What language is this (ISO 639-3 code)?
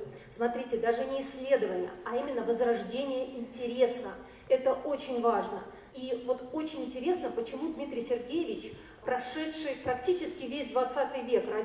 rus